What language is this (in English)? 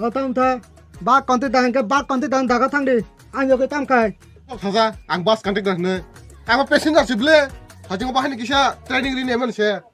Kok Borok